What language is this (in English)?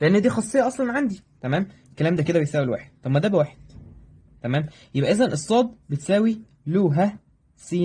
Egyptian Arabic